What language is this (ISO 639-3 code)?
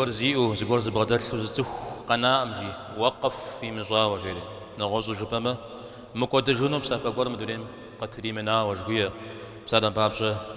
kbd